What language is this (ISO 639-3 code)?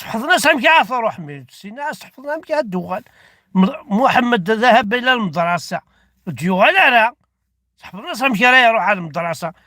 kab